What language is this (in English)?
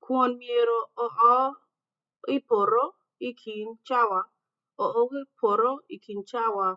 Acoli